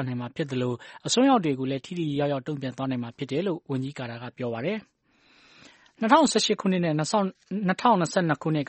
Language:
Burmese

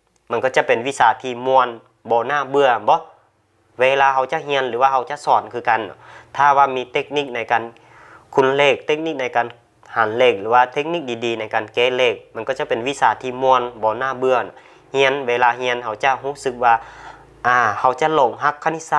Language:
Lao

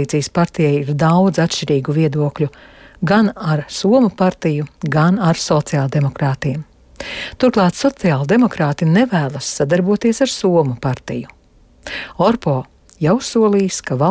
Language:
Latvian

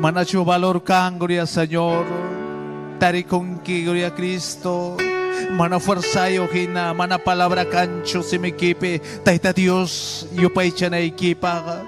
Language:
Ayacucho Quechua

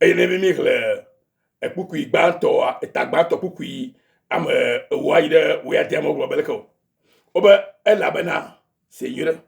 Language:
Ewe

